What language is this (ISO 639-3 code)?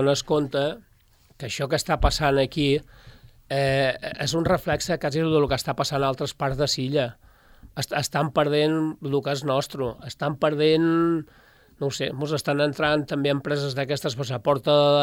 cat